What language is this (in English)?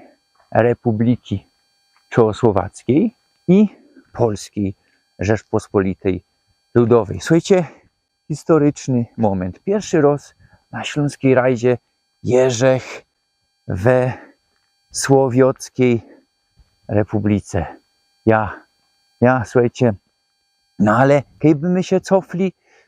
Silesian